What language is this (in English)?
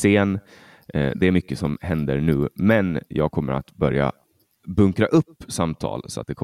Swedish